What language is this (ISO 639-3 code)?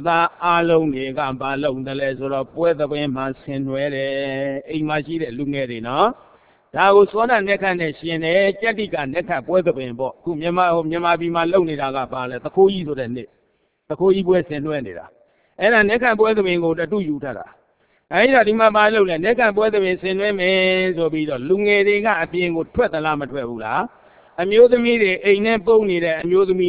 mya